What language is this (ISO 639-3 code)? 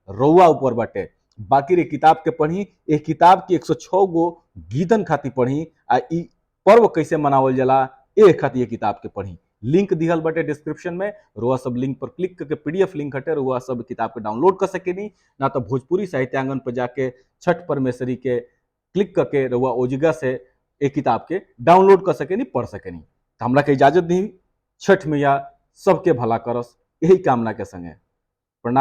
bho